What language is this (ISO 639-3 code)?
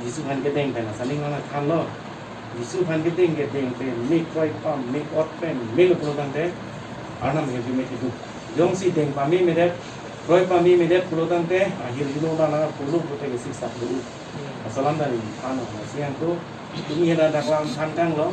mjw